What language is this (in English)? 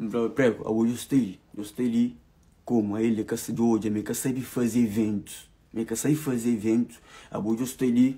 Kabuverdianu